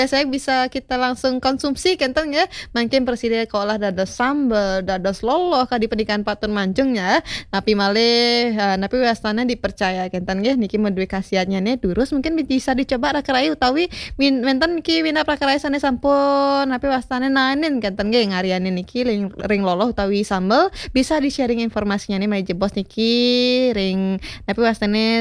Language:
Balinese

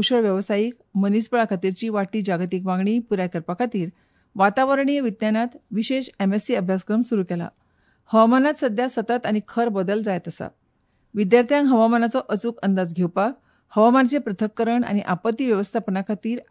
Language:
Konkani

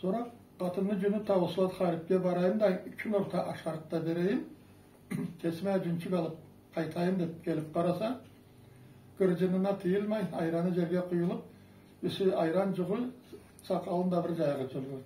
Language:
Karachay-Balkar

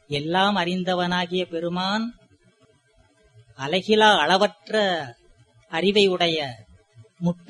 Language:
Tamil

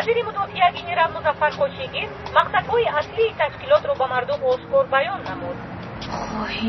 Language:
Tajik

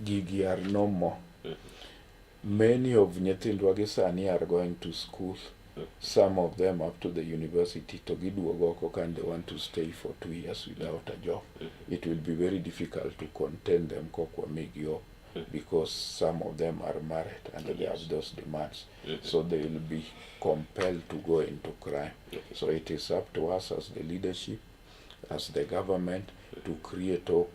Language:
Luo (Kenya and Tanzania)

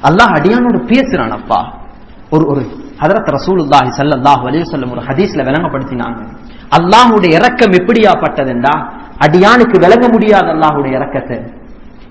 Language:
Tamil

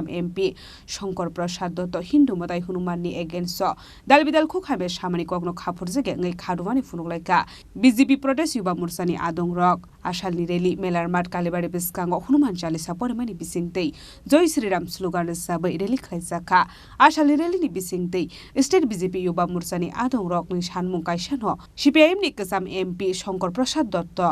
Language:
Kok Borok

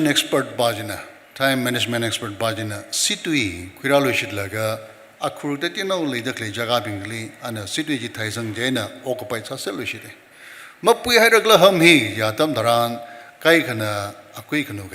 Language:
Tangkhul Naga (India)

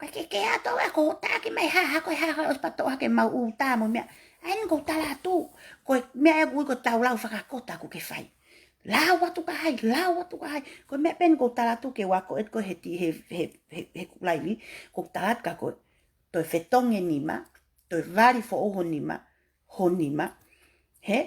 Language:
Tongan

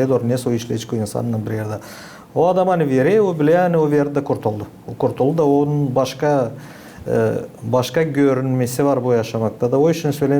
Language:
Gagauz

